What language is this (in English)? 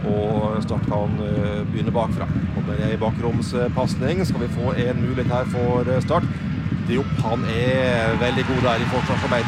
Norwegian